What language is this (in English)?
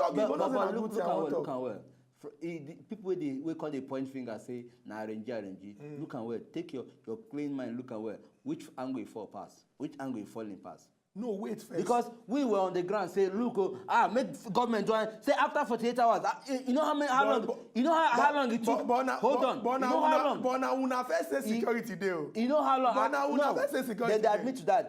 Nigerian Pidgin